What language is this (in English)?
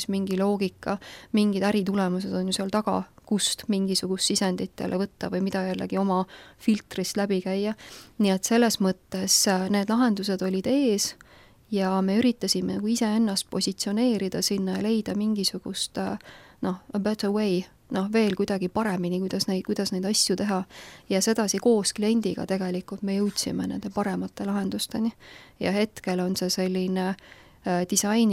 Estonian